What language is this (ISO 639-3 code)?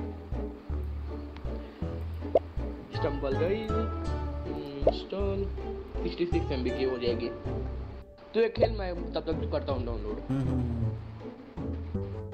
hin